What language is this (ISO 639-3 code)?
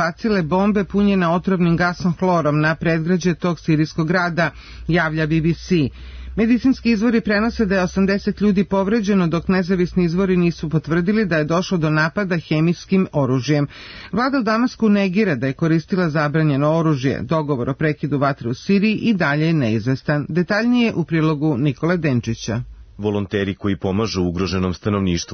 srp